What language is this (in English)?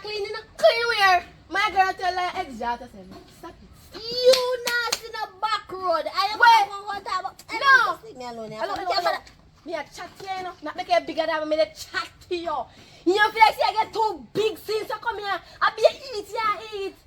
Jamaican Creole English